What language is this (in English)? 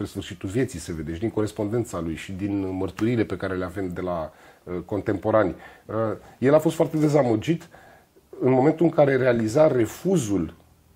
Romanian